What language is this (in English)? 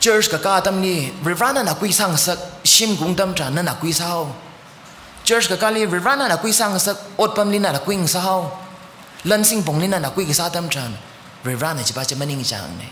Tangkhul Naga (India)